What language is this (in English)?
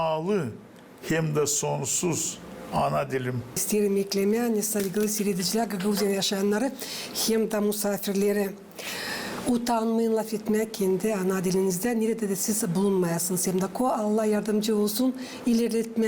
Gagauz